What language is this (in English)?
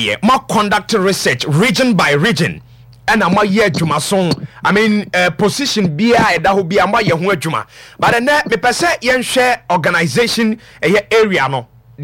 Akan